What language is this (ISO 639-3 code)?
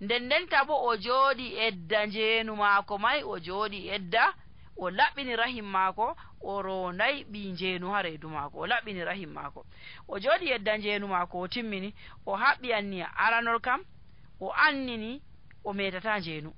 fuv